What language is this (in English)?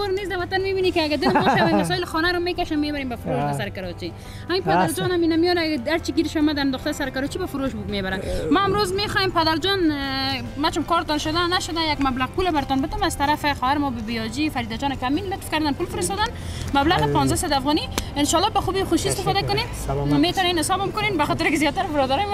Persian